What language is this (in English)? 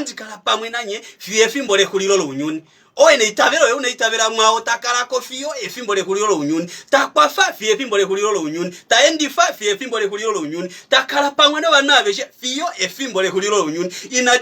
Kuanyama